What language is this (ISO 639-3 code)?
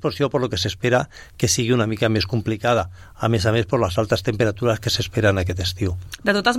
cat